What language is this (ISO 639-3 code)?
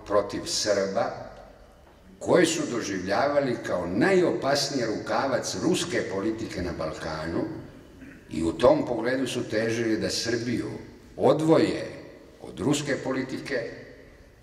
srp